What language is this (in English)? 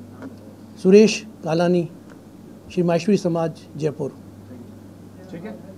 Hindi